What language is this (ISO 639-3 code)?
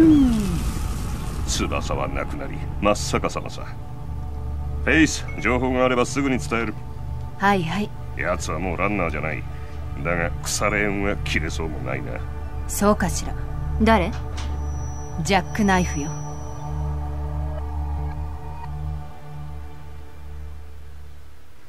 jpn